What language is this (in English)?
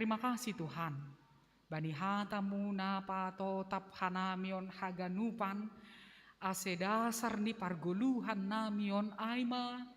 Batak Simalungun